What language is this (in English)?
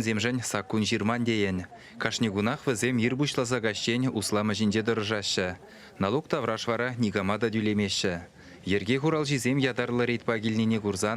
Chuvash